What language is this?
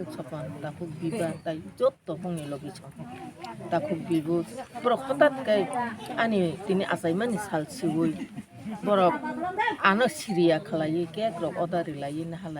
Kok Borok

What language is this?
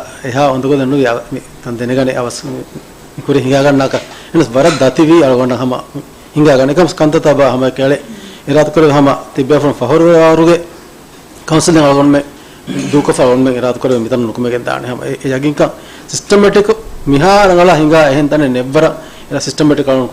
Divehi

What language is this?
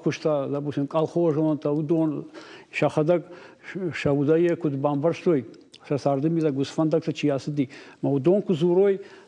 Ossetic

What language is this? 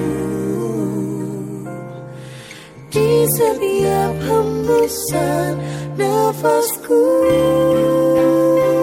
Indonesian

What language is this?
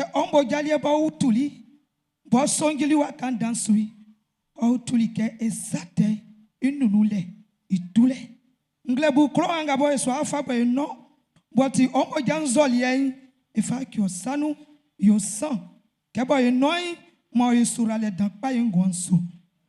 Baoulé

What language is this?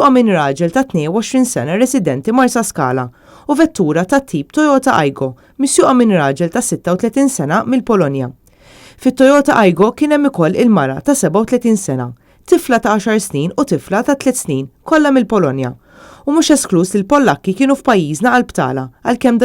Maltese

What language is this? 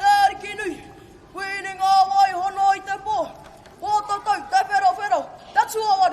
Māori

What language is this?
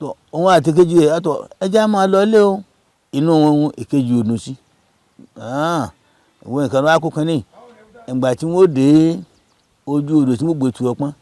Yoruba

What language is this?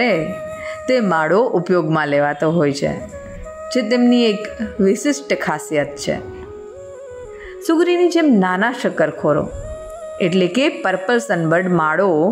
Gujarati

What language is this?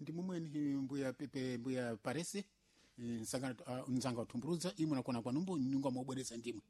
Sena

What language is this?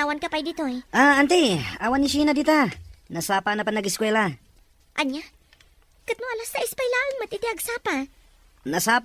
Iloko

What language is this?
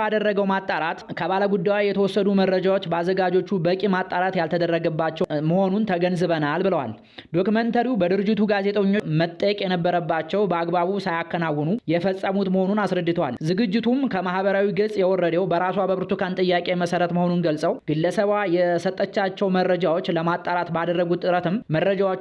Amharic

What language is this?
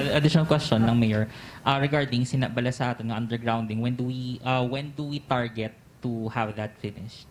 Hiligaynon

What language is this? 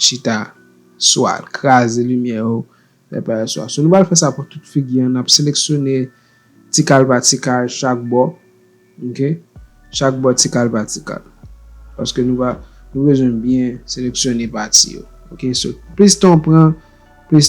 Haitian Creole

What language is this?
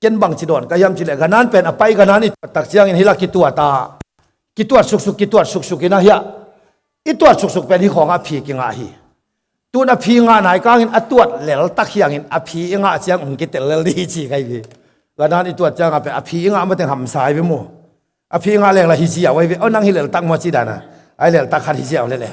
Tedim Chin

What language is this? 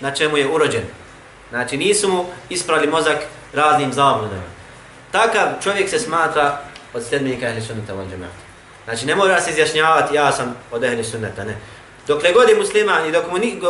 Bosnian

